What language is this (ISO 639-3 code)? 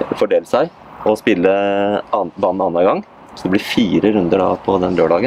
nor